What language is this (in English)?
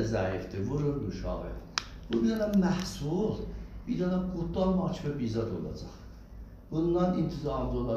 South Azerbaijani